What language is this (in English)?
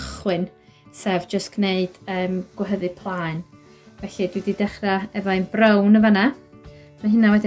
Welsh